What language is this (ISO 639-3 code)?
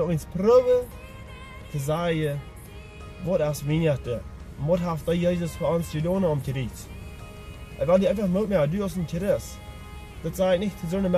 pdt